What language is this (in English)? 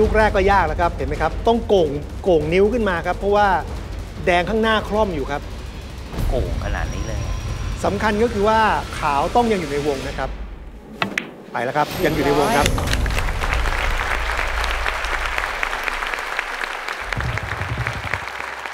Thai